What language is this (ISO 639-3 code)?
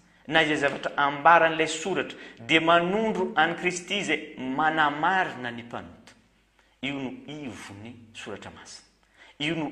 mlg